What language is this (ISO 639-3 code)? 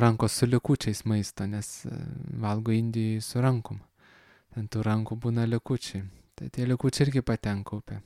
lit